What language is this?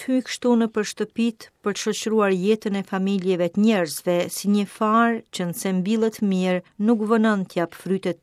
Albanian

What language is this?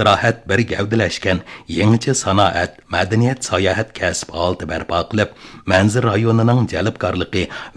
Uyghur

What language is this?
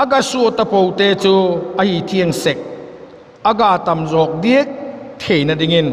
Vaiphei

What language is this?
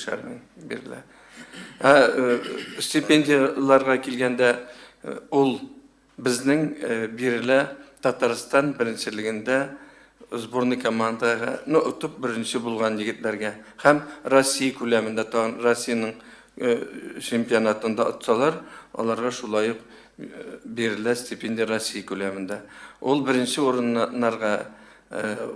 Tatar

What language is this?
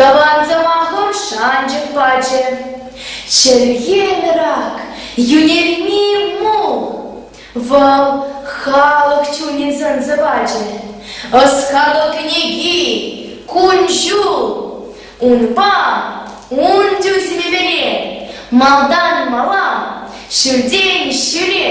Chuvash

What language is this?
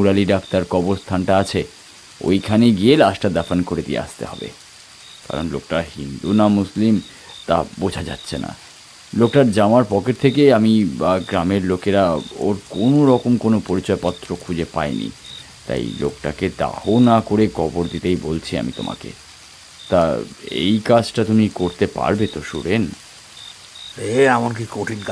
Bangla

